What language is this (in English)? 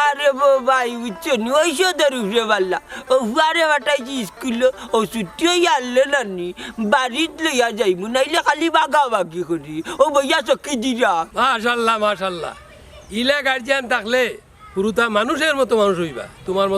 Sylheti